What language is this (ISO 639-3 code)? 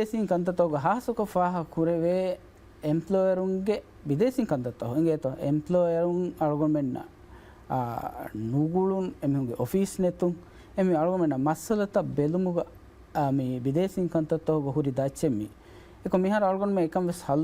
div